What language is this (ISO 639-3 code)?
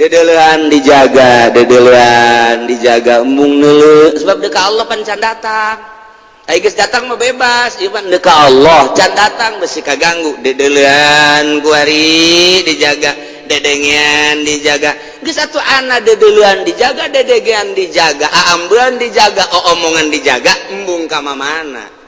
sun